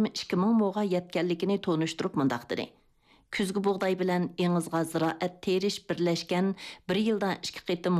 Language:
Uyghur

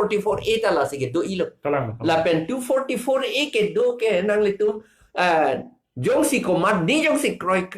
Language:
Karbi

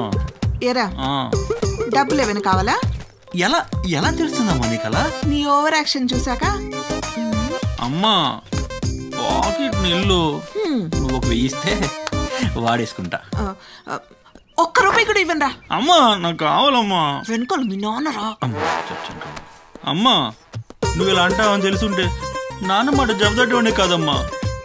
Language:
Telugu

